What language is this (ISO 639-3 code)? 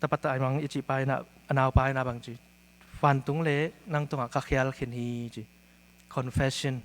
ctd